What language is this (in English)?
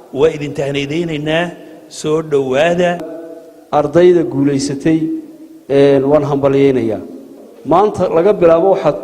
Somali